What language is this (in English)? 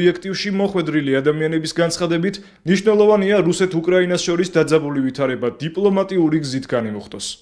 Georgian